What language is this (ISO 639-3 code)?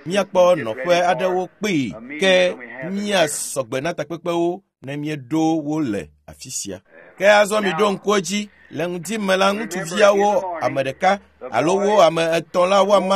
ewe